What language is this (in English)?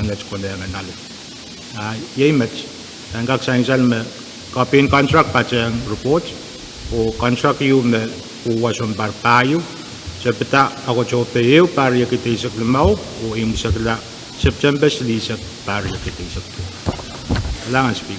Pohnpeian